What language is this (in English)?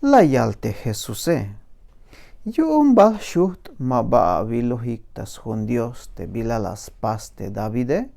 Tzeltal